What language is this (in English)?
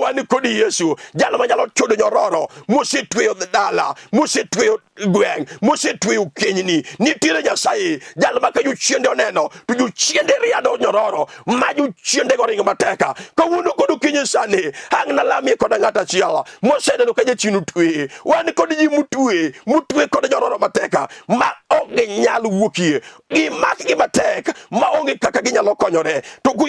Luo (Kenya and Tanzania)